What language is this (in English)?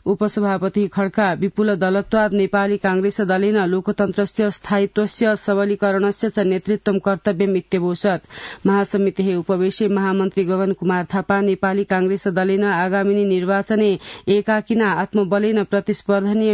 Sanskrit